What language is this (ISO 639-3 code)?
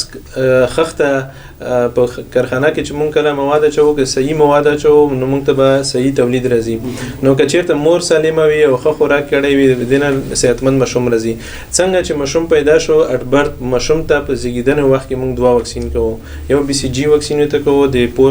pus